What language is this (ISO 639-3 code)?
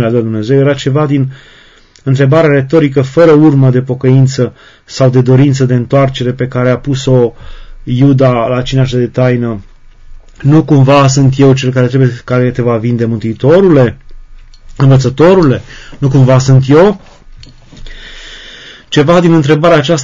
ron